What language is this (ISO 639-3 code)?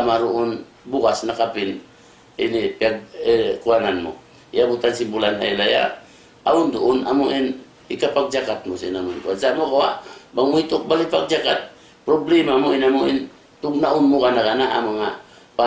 tsg